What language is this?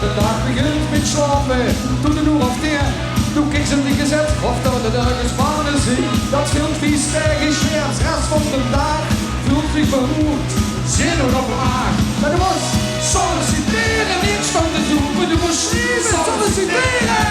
Limburgish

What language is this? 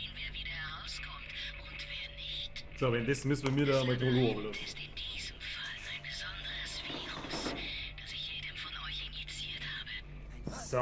Bavarian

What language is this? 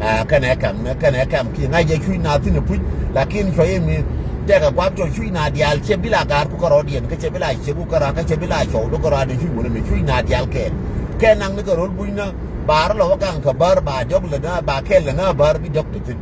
Nuer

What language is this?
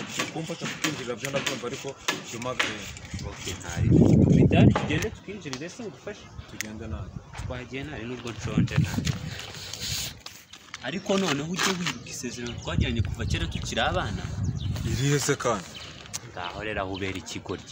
Kinyarwanda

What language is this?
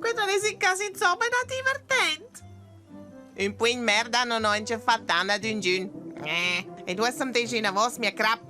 Romansh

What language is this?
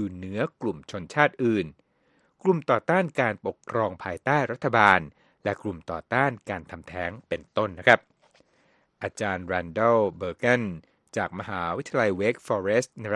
Thai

